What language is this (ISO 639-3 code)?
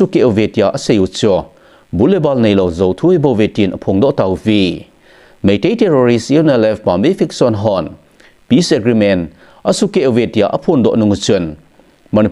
tcz